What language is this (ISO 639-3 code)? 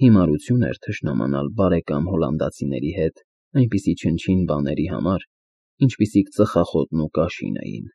hye